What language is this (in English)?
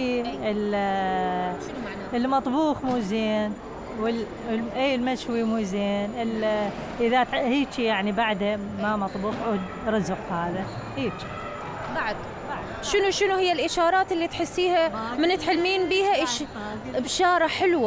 Mesopotamian Arabic